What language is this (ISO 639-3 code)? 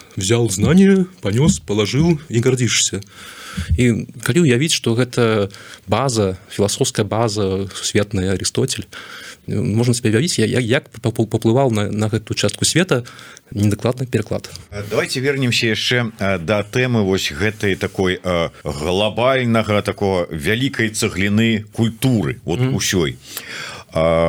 bel